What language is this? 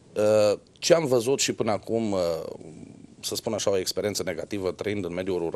Romanian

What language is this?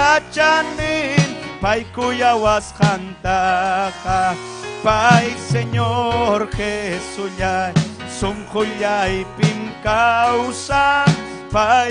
Ayacucho Quechua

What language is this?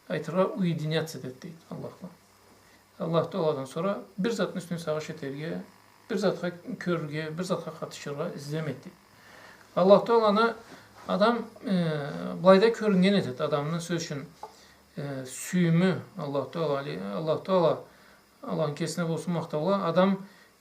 Karachay-Balkar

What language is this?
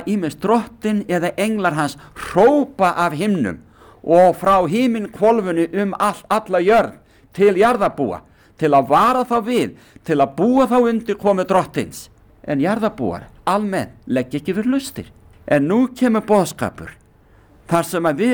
Icelandic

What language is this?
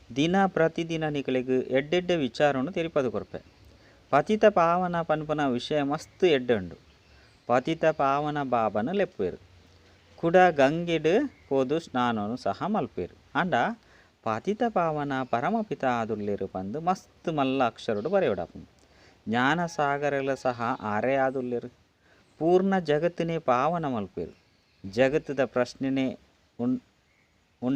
Tulu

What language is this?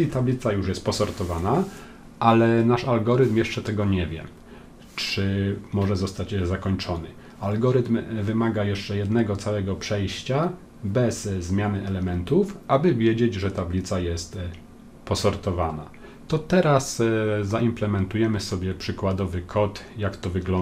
Polish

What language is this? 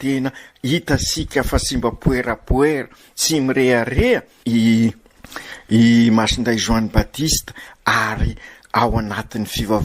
Malagasy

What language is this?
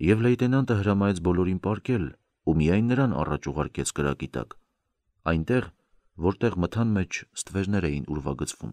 Armenian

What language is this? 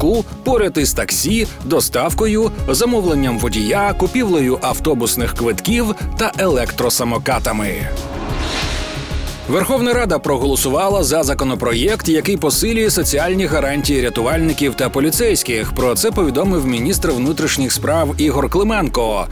Ukrainian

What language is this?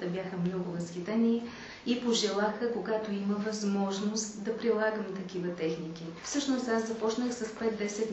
Bulgarian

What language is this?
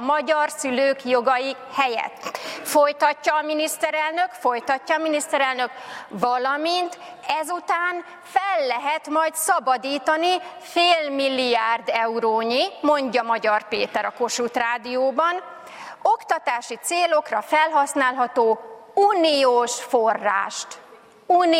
Hungarian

